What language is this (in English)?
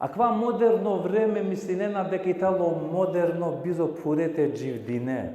Balkan Romani